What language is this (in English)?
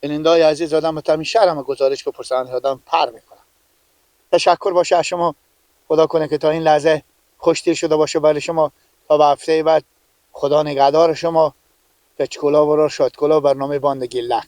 Persian